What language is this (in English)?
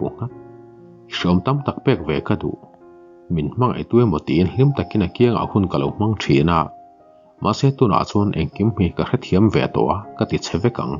Mizo